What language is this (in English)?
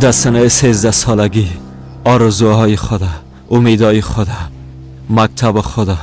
Persian